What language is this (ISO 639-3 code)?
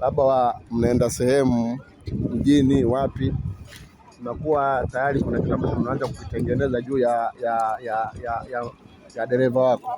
swa